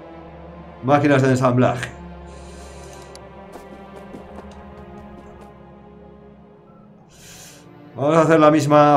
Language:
Spanish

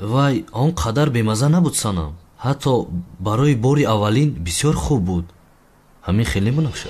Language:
Tajik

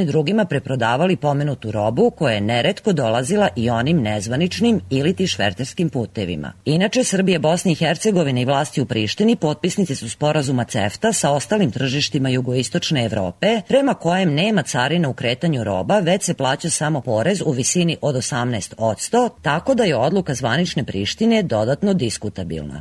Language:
Serbian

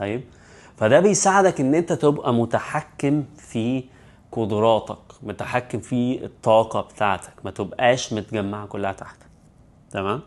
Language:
Egyptian Arabic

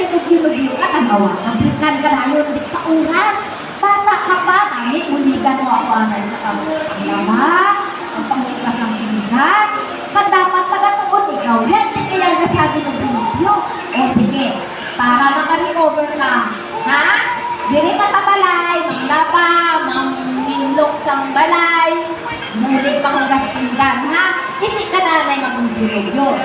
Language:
Hiligaynon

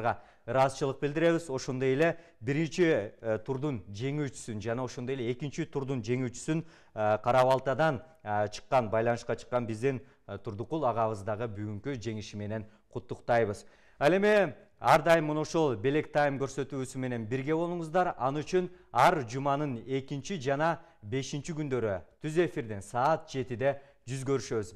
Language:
Kyrgyz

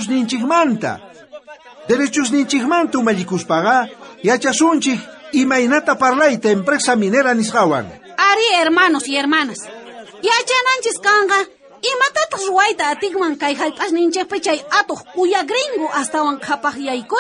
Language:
South Bolivian Quechua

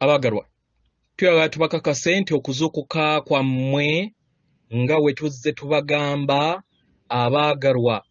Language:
Ganda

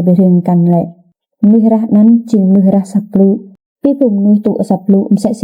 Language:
Rade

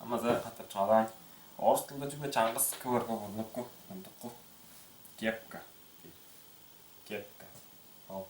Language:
Tuvinian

